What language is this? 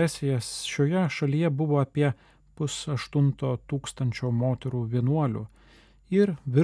Lithuanian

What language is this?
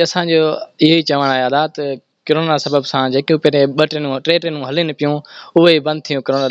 Sindhi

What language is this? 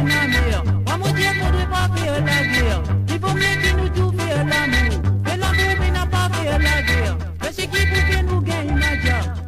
Morisyen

